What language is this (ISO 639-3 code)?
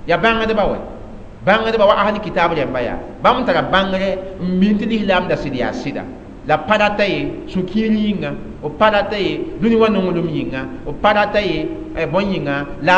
mos